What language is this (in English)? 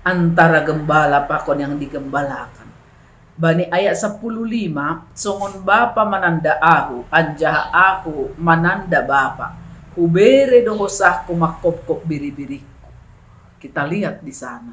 Batak Simalungun